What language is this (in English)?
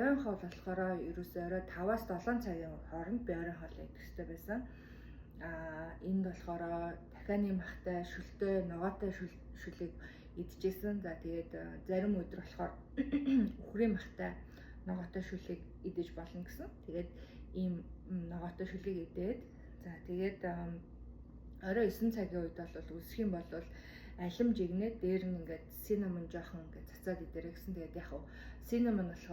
Mongolian